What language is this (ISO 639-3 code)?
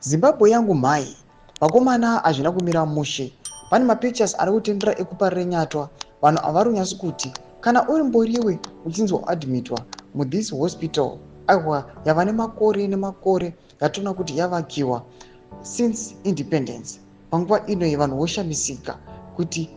sna